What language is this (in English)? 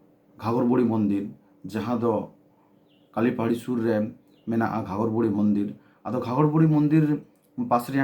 Santali